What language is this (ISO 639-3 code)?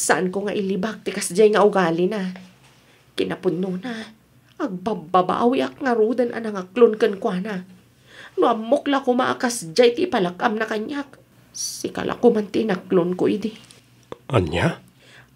ilo